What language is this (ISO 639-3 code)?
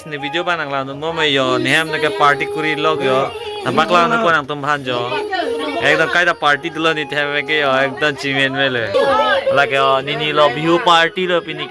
mjw